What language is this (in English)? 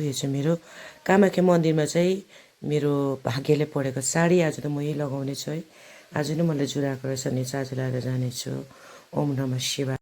Nepali